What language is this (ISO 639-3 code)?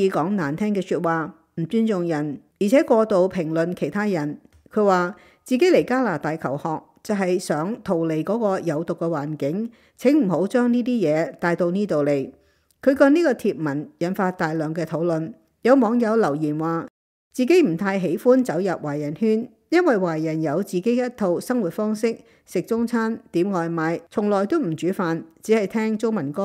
yue